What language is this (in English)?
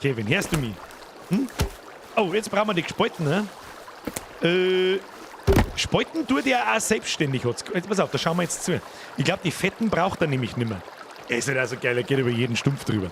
Bavarian